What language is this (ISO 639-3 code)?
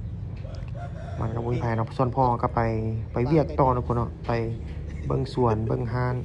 lao